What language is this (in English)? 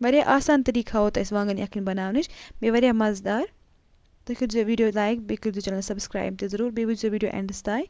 Kashmiri